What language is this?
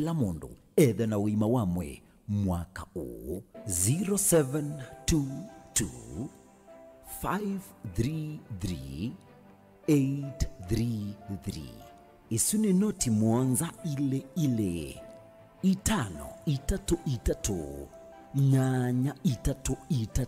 Kamba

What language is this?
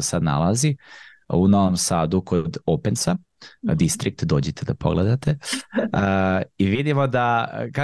Serbian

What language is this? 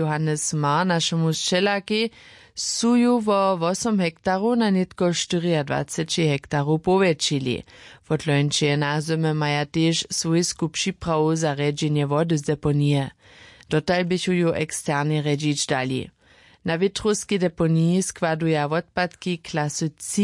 Upper Sorbian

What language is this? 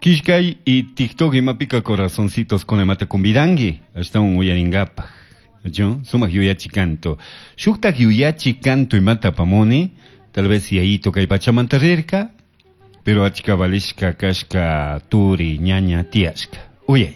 Chimborazo Highland Quichua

